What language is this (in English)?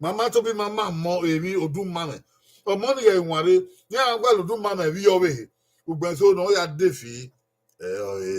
Bini